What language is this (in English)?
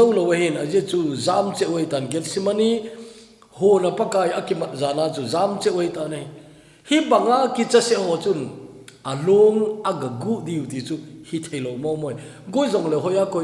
Thado Chin